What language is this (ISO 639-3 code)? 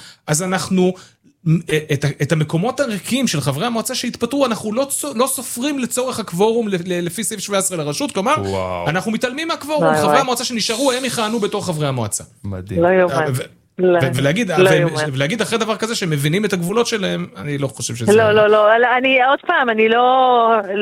heb